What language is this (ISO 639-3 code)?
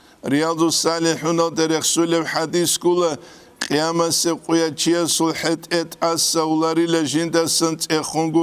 ava